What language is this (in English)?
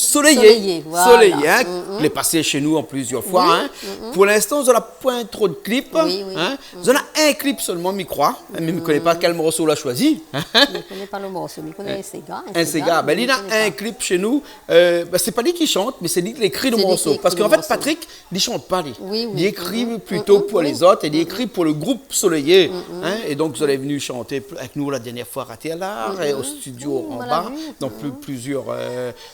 Réunion Creole French